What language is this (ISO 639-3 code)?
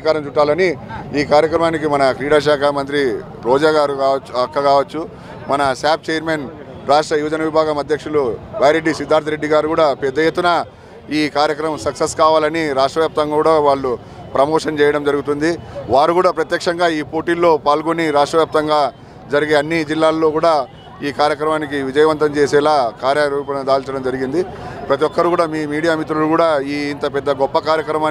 tel